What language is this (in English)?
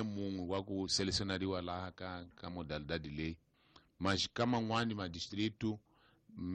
Tsonga